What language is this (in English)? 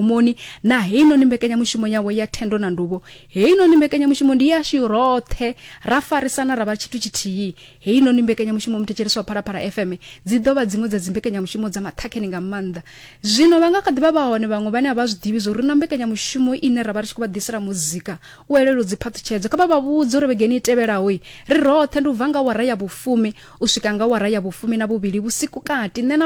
Venda